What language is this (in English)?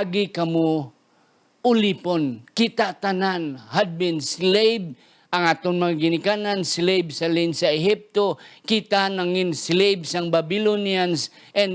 Hiligaynon